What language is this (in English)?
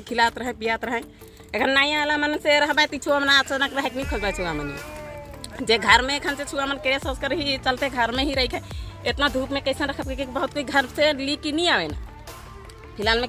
Sadri